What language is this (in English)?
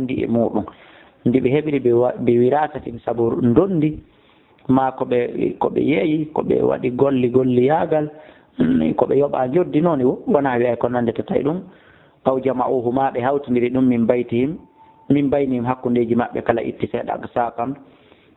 Fula